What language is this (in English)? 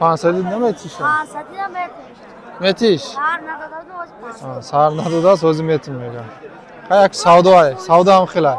Tajik